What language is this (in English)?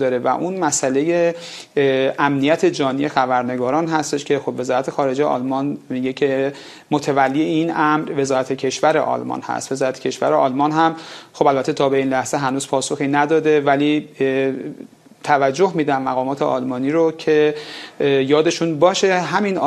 Persian